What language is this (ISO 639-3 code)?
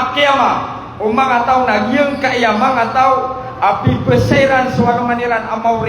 mrw